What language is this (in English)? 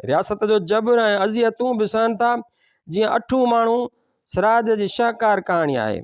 Sindhi